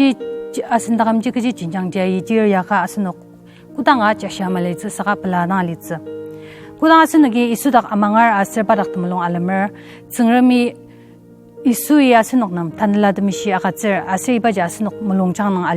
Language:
Ao Naga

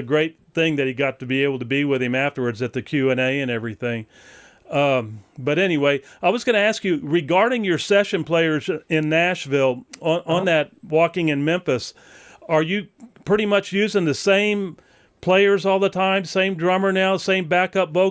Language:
English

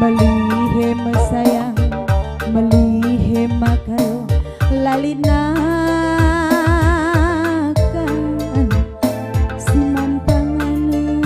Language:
Batak Karo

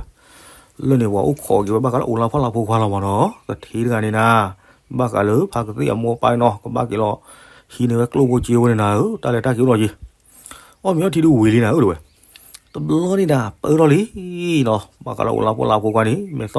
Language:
S'gaw Karen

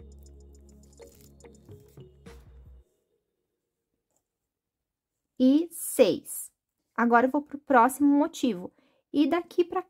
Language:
Portuguese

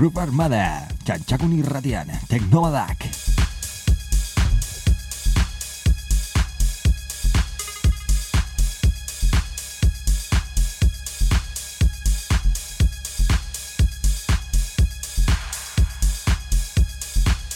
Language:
Basque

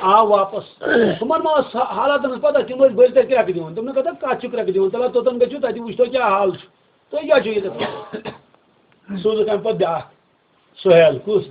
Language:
Kashmiri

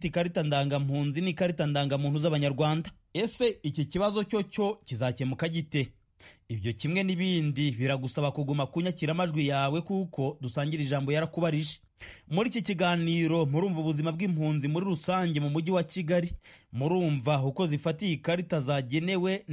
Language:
Kinyarwanda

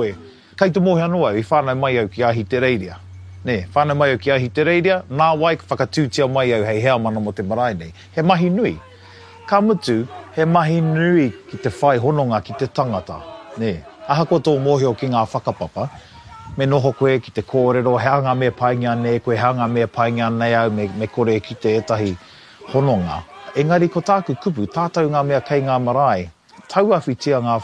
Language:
Māori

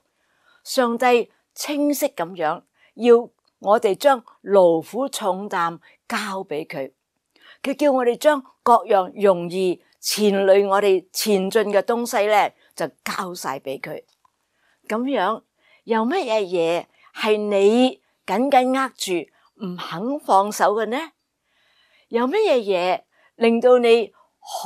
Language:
Cantonese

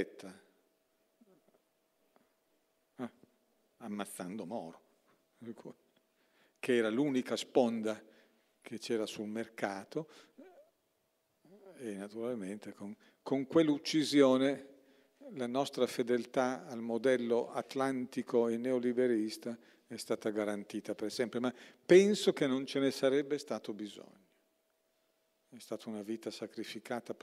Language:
Italian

